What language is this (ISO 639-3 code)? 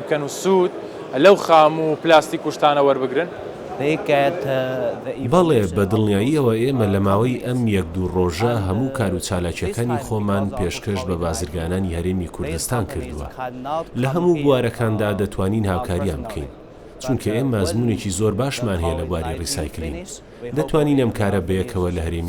ckb